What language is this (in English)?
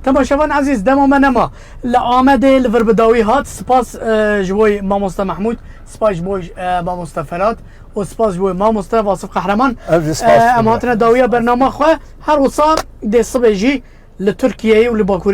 Kurdish